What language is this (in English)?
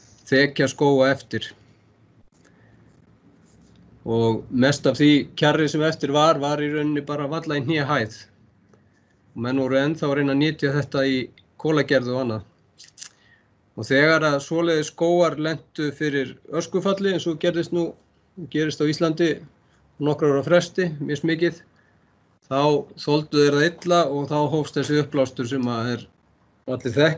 Icelandic